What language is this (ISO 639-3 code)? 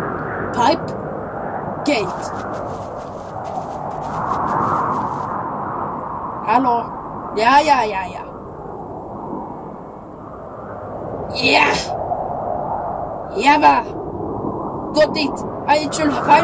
swe